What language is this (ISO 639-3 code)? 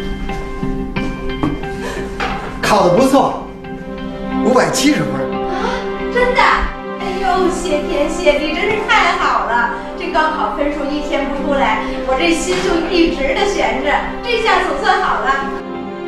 zho